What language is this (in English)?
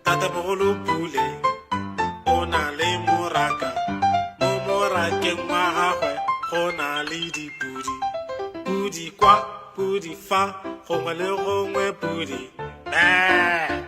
Tswana